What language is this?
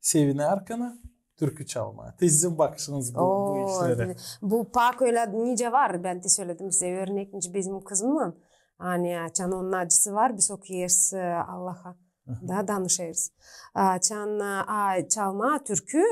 Gagauz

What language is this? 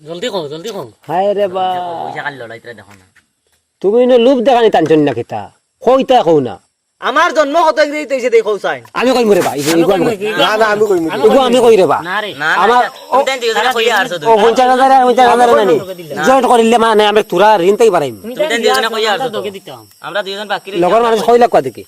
Sylheti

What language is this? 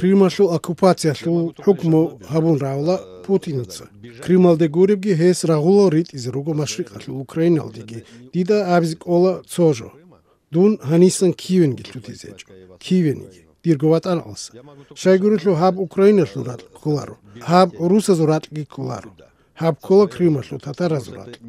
Avaric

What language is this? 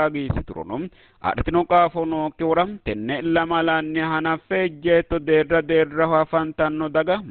Sidamo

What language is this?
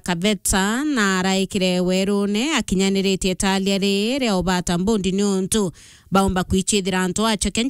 Meru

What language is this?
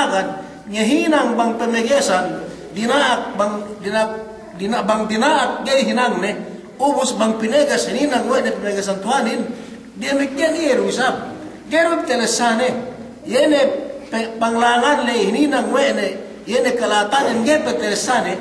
Yakan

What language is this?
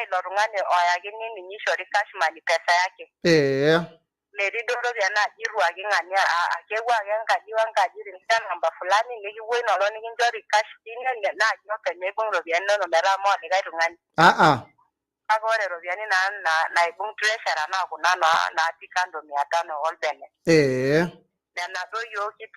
Masai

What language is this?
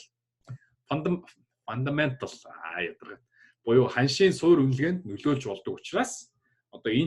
Mongolian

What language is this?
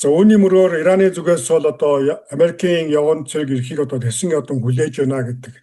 Mongolian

